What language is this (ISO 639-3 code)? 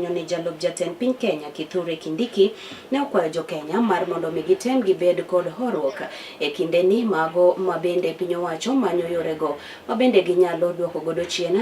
luo